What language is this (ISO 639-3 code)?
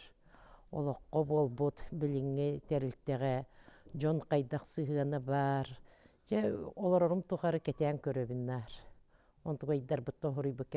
sah